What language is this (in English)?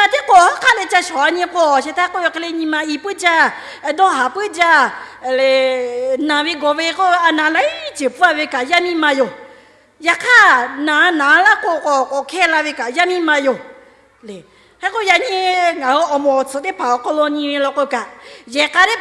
Lahu